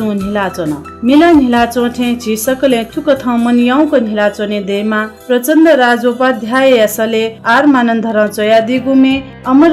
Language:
Newari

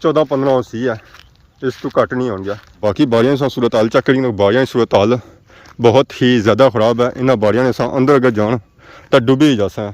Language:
Pahari-Potwari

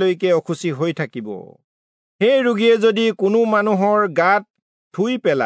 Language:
Assamese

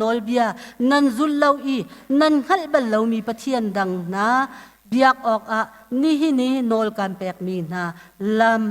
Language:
Hakha Chin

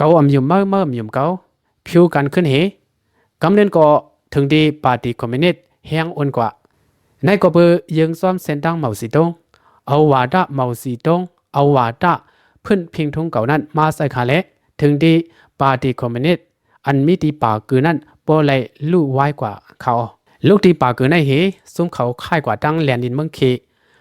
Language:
Lao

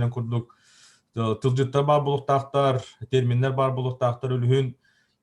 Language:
Yakut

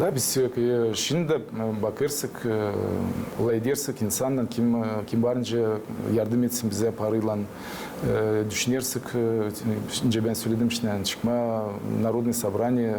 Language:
Gagauz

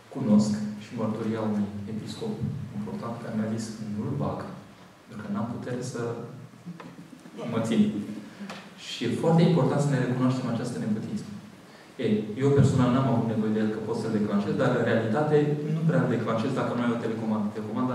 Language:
Romanian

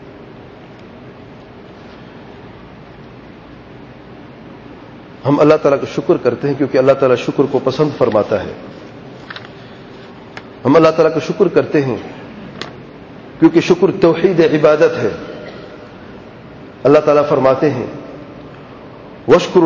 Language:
Urdu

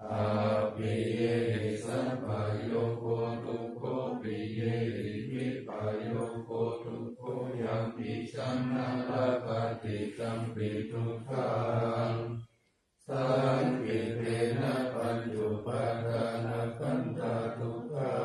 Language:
Pali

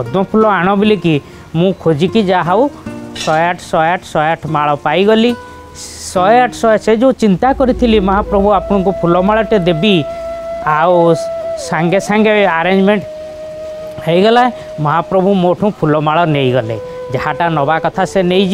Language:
Odia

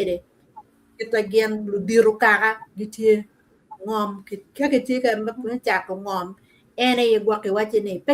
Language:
Acoli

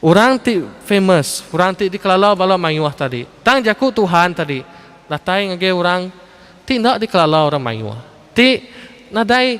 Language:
Iban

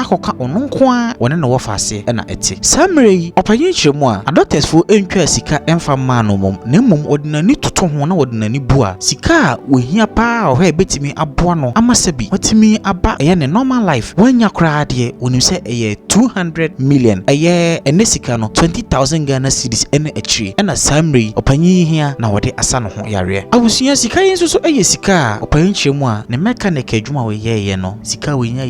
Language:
Akan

